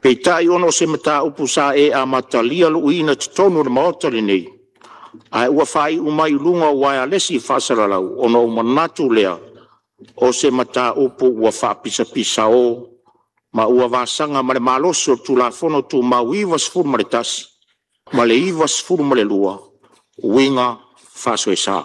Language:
Samoan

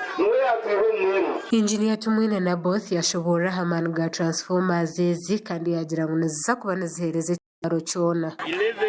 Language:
Nyankole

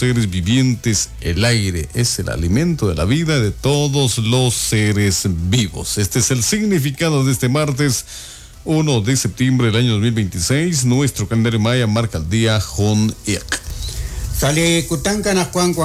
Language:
Kekchí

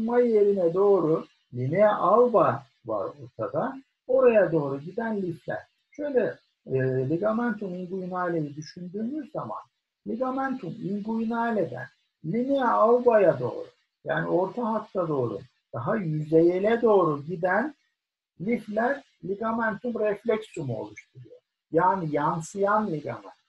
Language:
Turkish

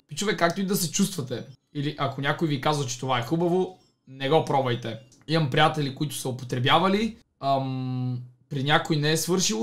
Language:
Bulgarian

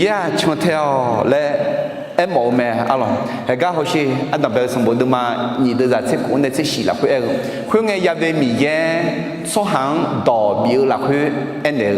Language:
Akha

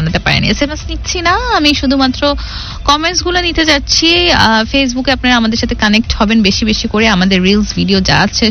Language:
Bangla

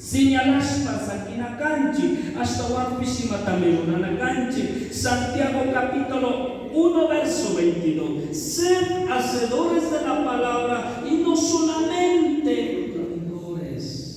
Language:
Chimborazo Highland Quichua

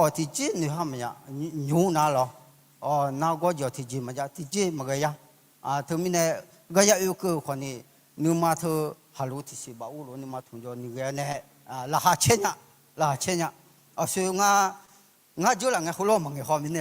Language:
Akha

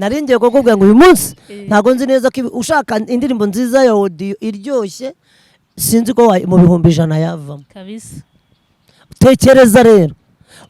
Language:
Kinyarwanda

